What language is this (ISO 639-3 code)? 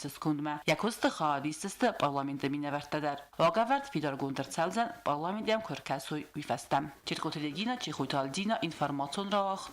oss